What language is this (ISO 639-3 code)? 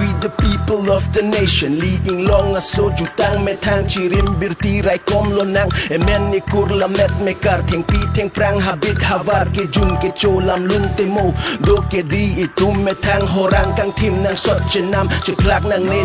mjw